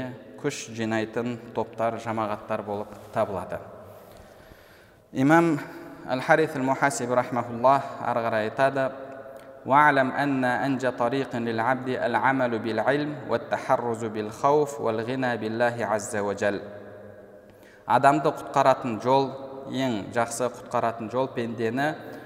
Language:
Kazakh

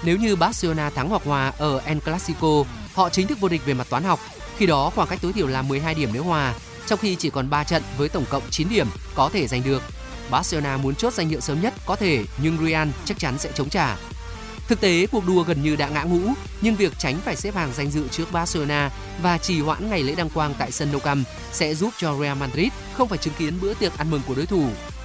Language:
Vietnamese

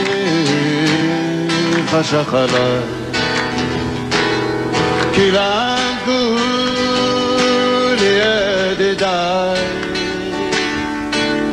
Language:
Hebrew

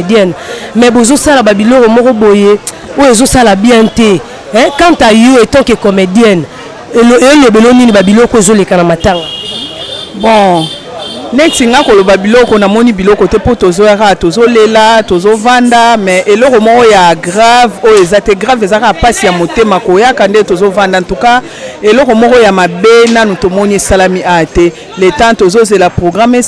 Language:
Lingala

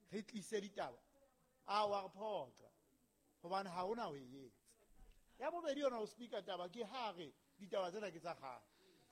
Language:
Southern Sotho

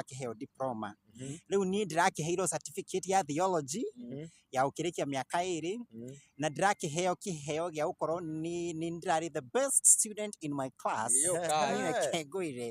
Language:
Kikuyu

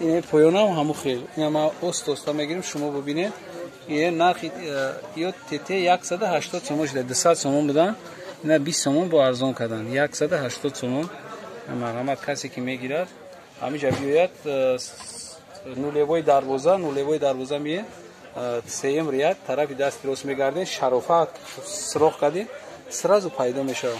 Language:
Tajik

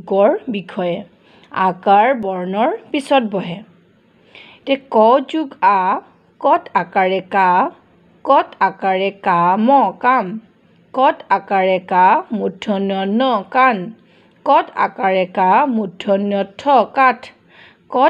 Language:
Assamese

